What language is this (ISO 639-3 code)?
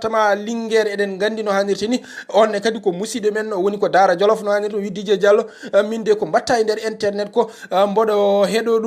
ful